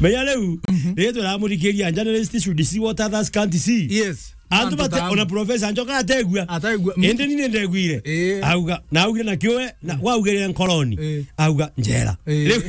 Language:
Meru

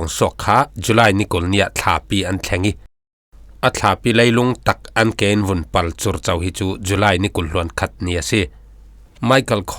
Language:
Falam Chin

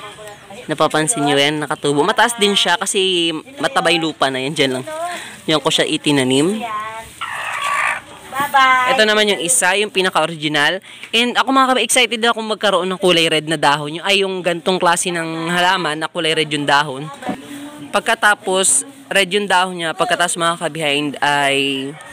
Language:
Filipino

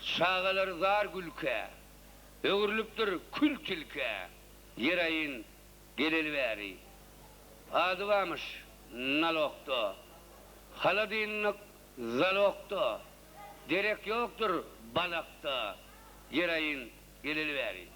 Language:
Turkmen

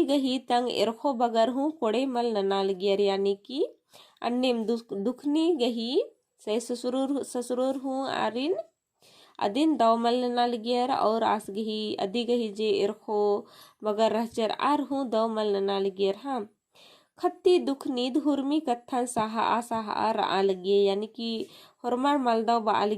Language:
Kurukh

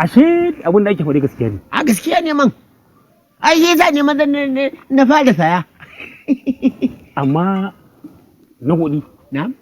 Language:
Hausa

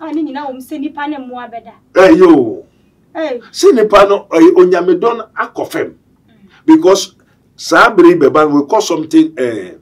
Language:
Akan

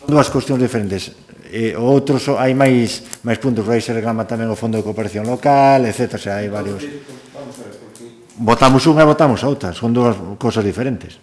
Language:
Galician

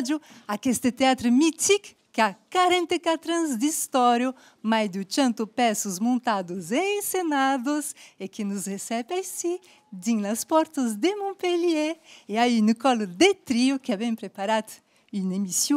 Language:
Occitan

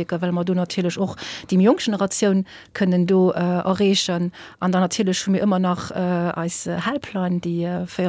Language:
Luxembourgish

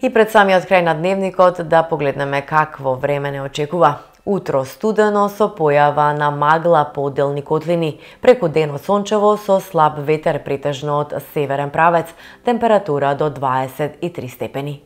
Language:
Macedonian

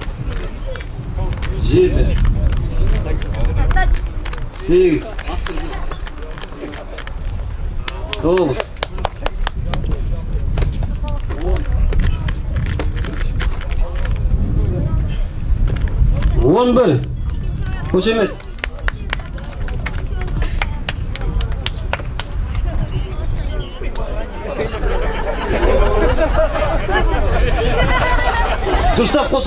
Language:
Kazakh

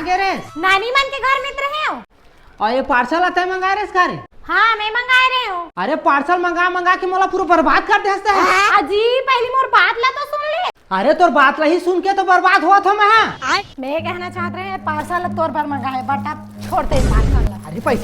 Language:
Chhattisgarhi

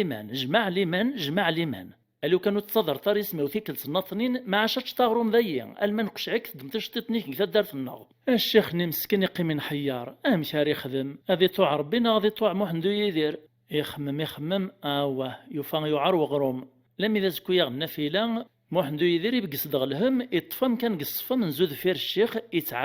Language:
Kabyle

